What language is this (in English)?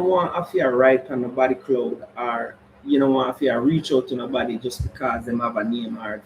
Jamaican Creole English